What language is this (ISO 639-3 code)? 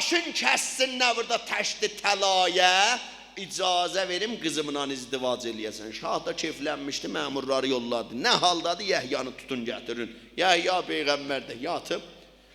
azb